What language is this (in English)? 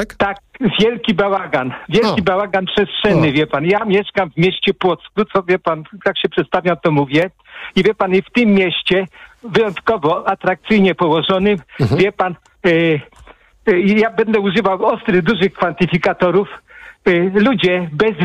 Polish